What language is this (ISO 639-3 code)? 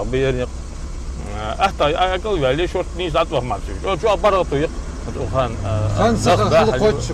inh